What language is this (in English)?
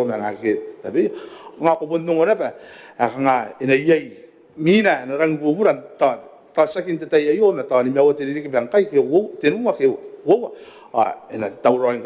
Gilbertese